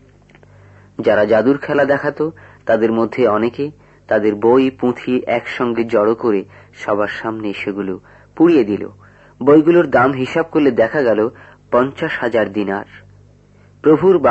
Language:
Bangla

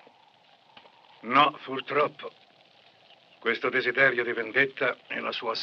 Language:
Italian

